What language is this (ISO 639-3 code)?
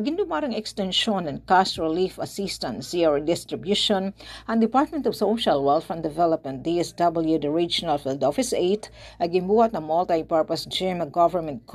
war